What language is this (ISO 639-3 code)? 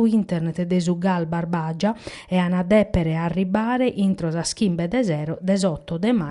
srd